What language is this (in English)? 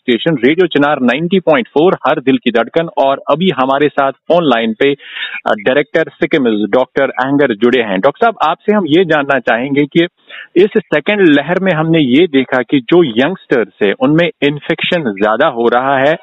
Hindi